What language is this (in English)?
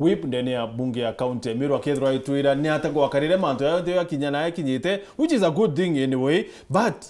Meru